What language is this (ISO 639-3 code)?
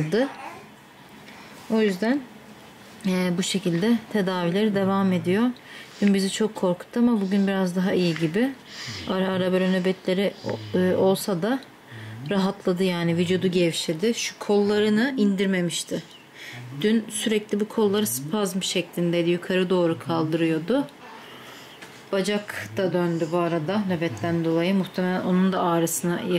tur